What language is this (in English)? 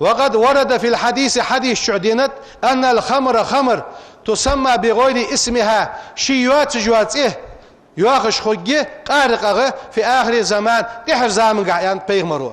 Ingush